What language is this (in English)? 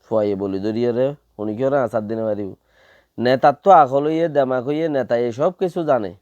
Rohingya